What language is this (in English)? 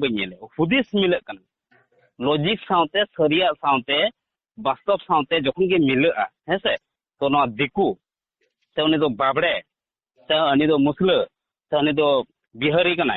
Santali